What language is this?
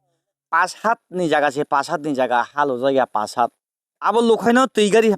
Kok Borok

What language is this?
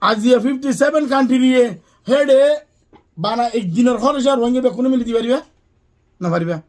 Rohingya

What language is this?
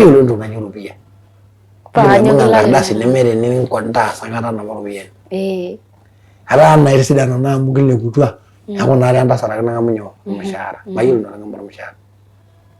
Masai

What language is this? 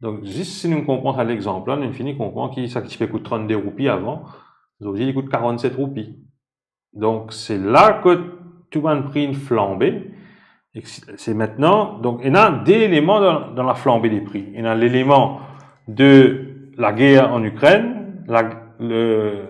Morisyen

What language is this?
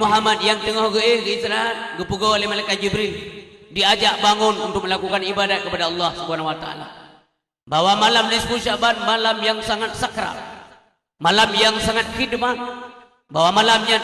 Achinese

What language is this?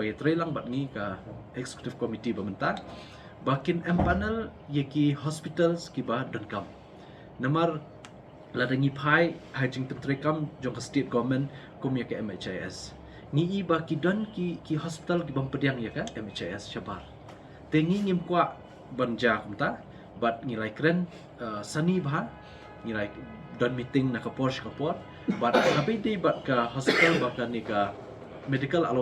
Khasi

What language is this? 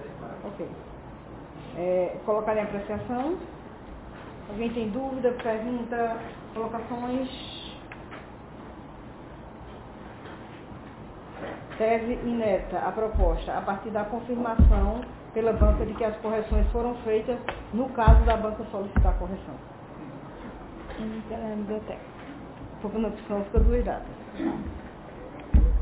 Portuguese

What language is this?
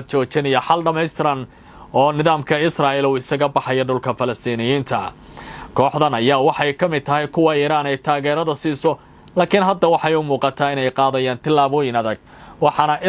Somali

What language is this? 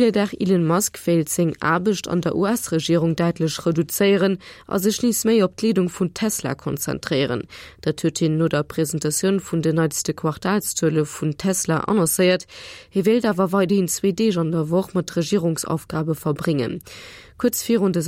Luxembourgish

